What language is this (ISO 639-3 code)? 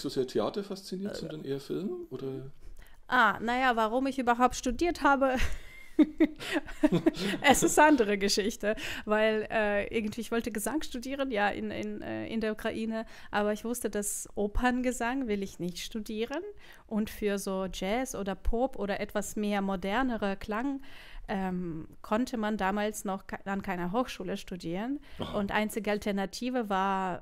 deu